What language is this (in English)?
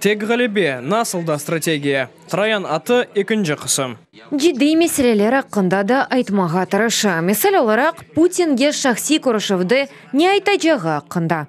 Crimean Tatar